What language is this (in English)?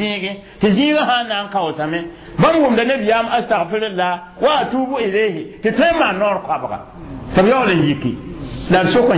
Mossi